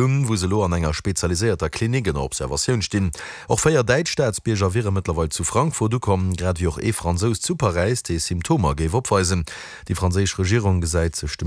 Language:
Luxembourgish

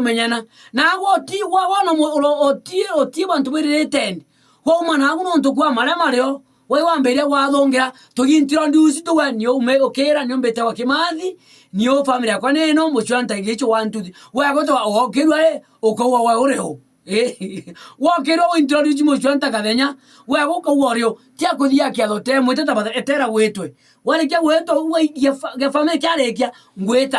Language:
Meru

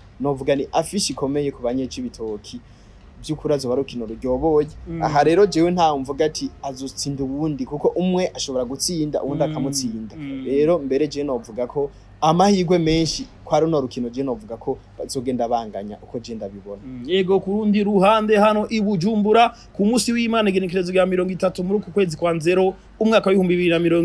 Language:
Rundi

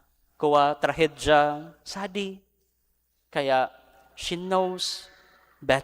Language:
Bikol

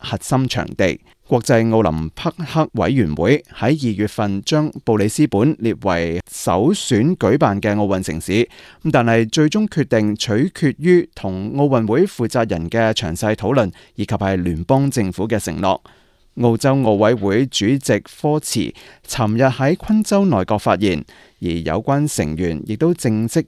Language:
Cantonese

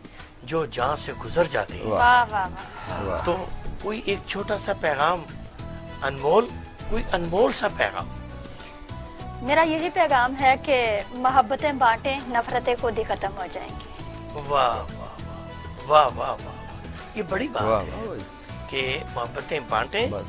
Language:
Hindi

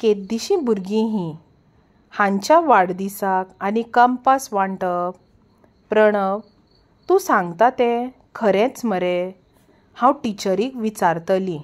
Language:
Konkani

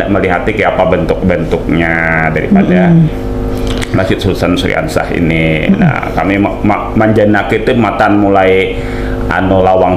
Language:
Banjar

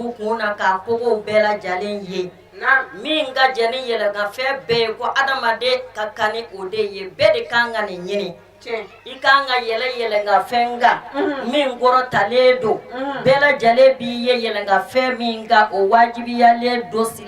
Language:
Bambara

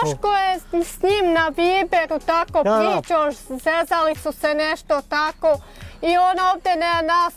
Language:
Bosnian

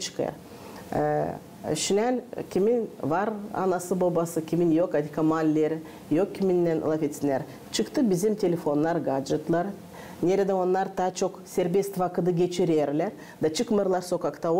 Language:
Gagauz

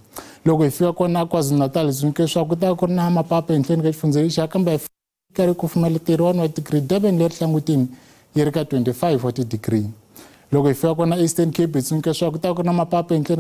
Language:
Tsonga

